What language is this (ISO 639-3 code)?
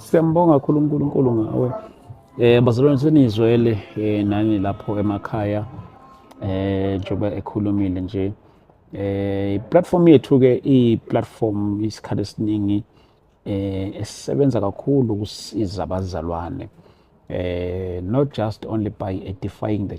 zul